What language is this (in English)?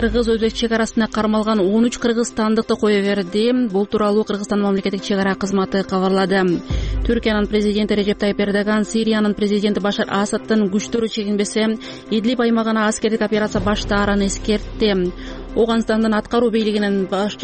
Kyrgyz